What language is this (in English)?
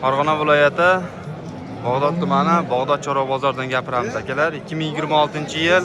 Uzbek